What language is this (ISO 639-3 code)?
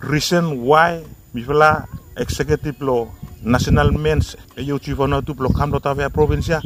bis